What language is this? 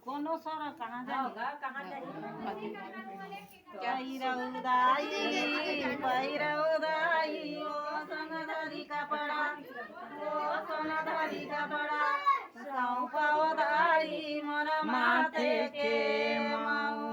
Chhattisgarhi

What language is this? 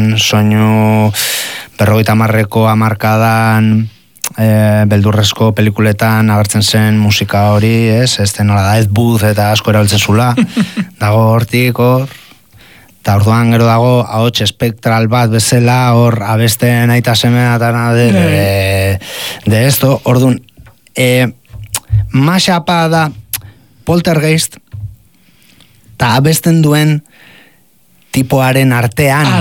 Basque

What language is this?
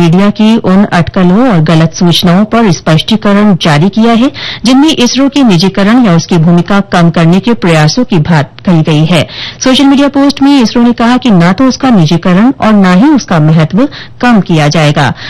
Hindi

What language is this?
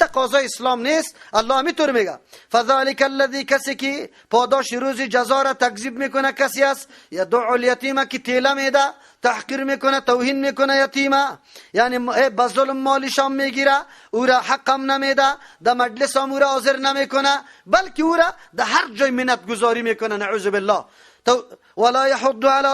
Persian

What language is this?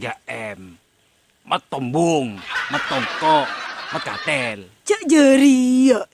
Madurese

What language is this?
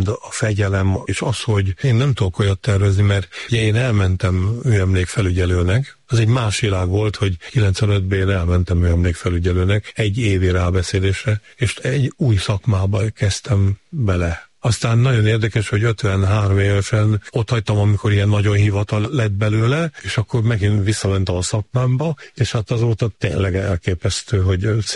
Hungarian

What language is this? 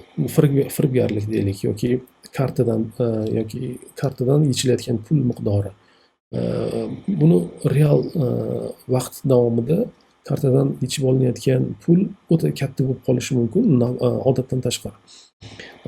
Uzbek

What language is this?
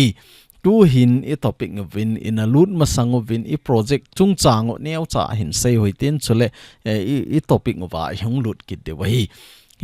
Thado Chin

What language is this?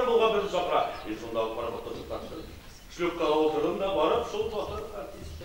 Bashkir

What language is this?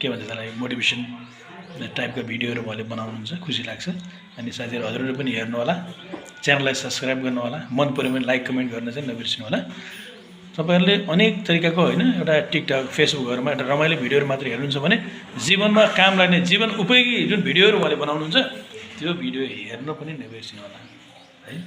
Nepali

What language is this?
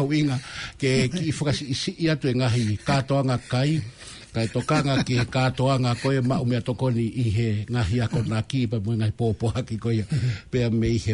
Tongan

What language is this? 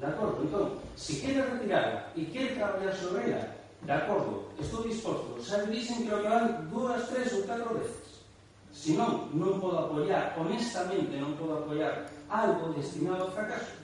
Galician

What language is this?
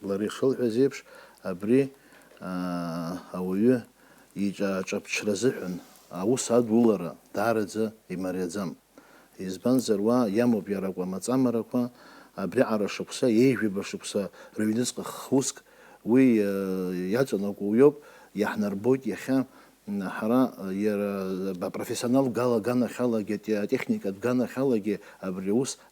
Abkhazian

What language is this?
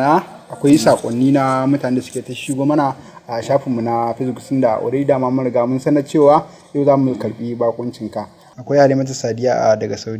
Hausa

